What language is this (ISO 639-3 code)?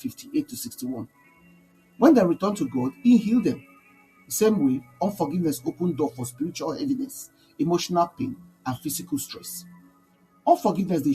pcm